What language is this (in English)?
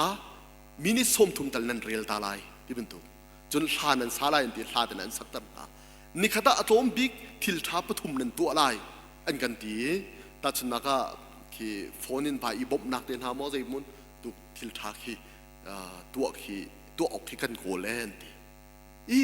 Hakha Chin